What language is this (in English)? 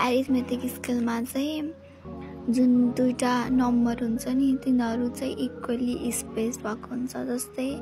Nepali